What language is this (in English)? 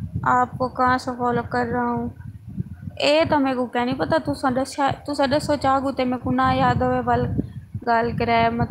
Saraiki